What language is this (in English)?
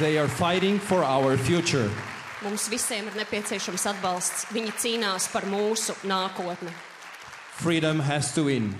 Latvian